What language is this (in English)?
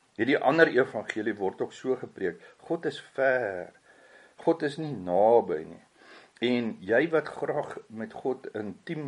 Afrikaans